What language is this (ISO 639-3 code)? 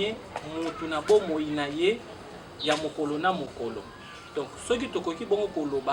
lin